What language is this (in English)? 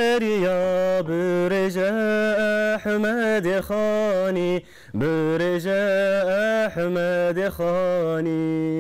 Kurdish